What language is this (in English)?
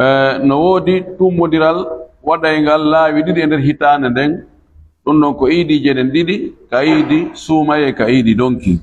Fula